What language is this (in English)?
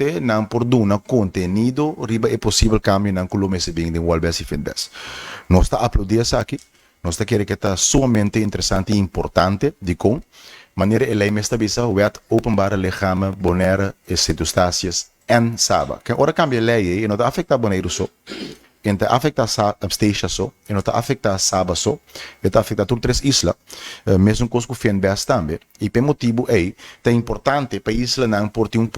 Papiamento